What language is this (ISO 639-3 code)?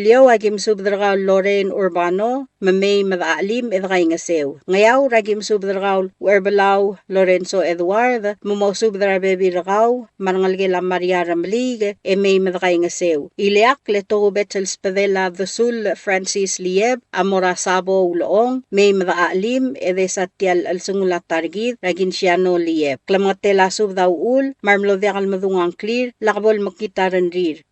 pau